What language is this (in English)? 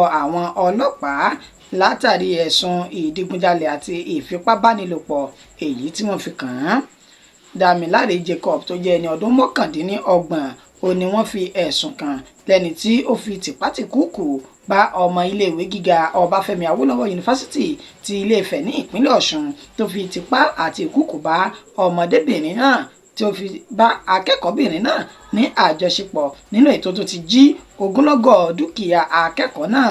Yoruba